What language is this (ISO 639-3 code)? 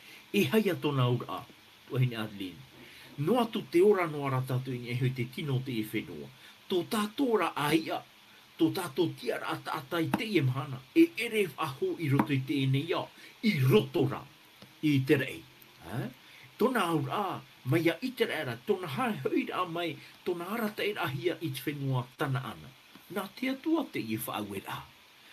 tah